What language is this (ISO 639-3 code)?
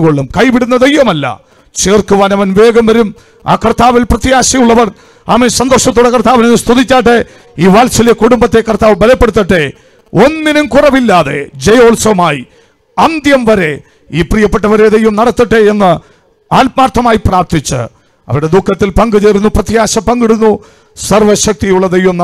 mal